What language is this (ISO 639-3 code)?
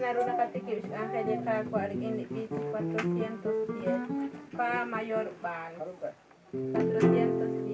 kek